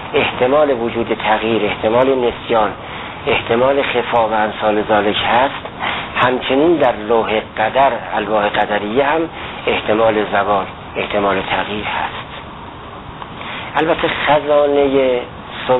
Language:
Persian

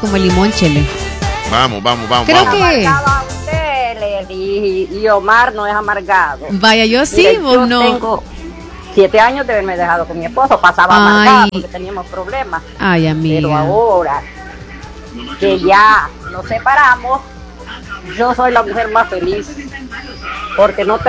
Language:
Spanish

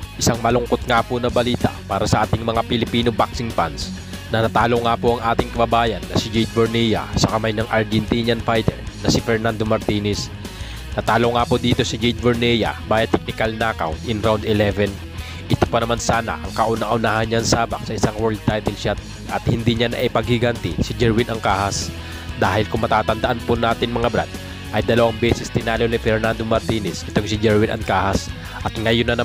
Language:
Filipino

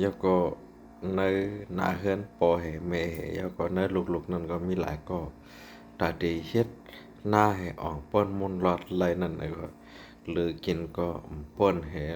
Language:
Shan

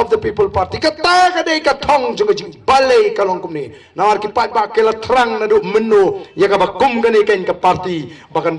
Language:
Khasi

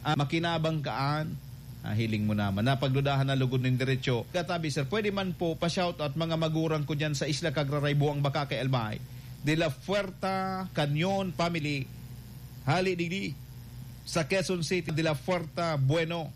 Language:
Bikol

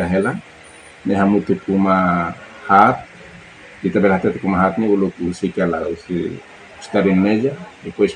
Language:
Tetum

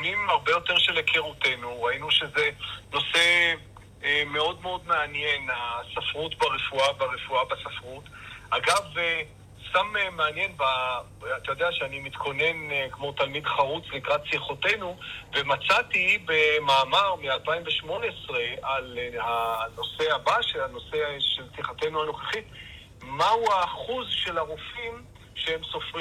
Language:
Hebrew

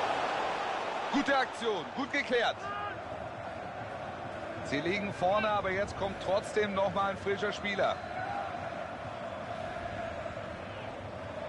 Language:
German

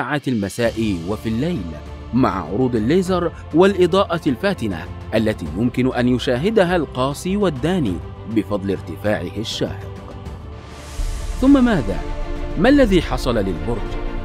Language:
Arabic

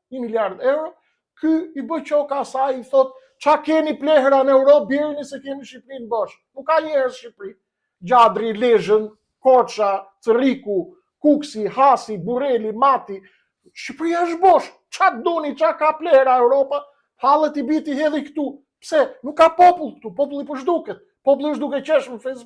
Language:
Albanian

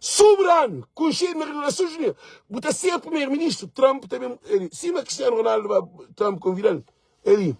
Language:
Kabuverdianu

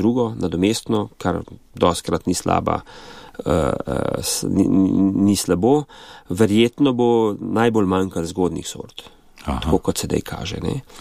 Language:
Slovenian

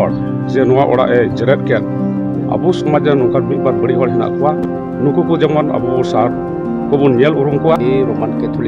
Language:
Santali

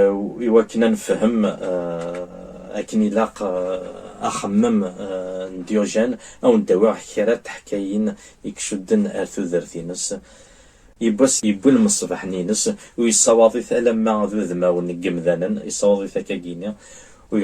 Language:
Kabyle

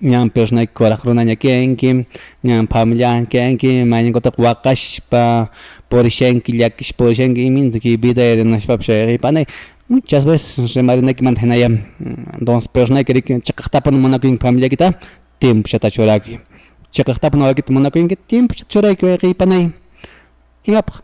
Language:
Quechua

